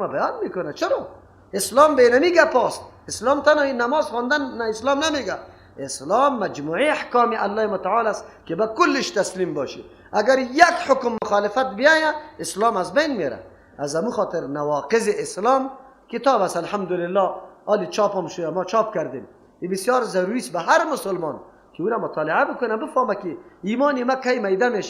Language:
Persian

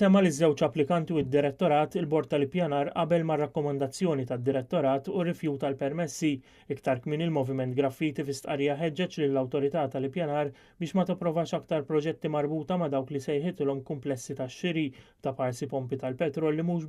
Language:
Maltese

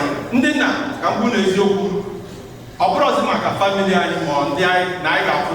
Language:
Igbo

